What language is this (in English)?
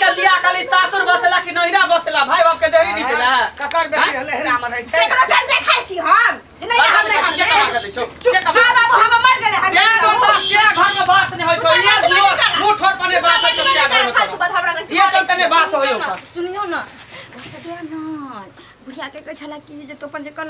Maithili